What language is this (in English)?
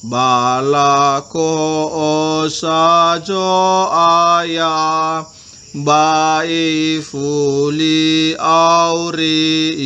Nias